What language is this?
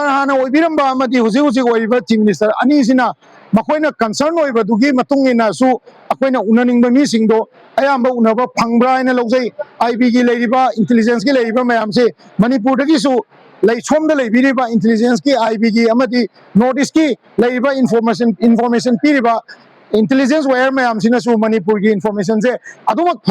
Manipuri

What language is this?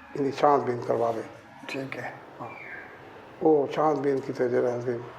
Saraiki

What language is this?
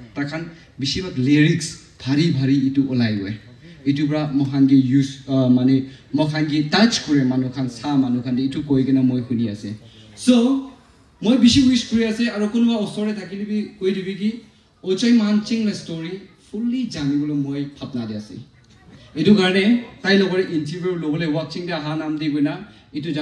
Naga Pidgin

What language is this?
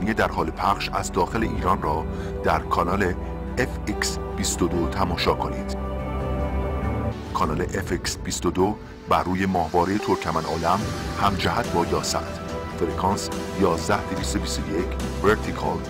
Persian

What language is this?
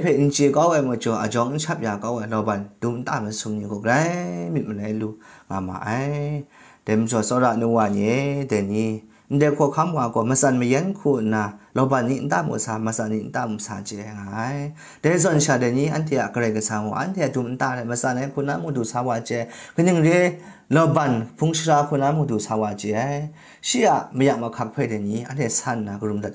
Kachin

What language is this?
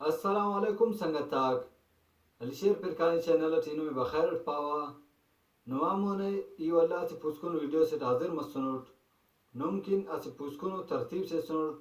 Brahui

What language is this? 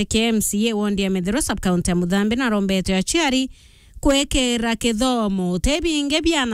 Meru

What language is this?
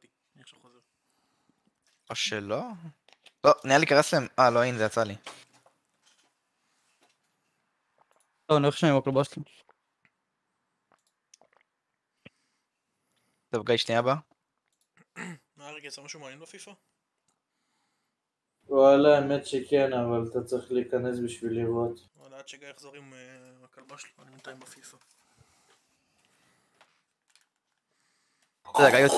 Hebrew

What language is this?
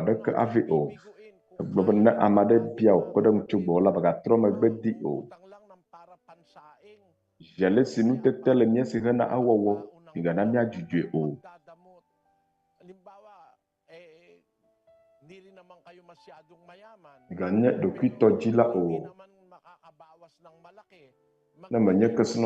Ewe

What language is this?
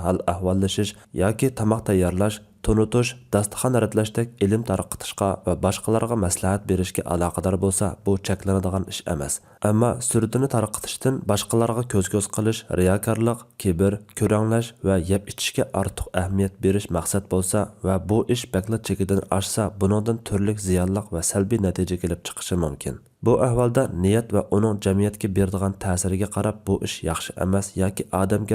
Uyghur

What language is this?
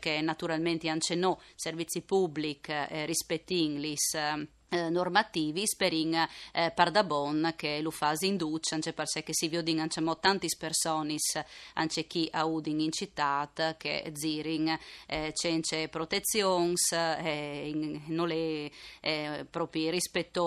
Friulian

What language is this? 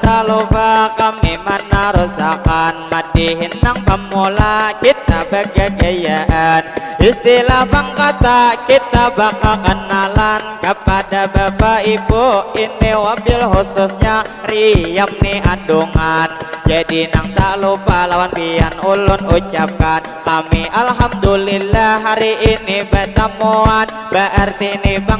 Banjar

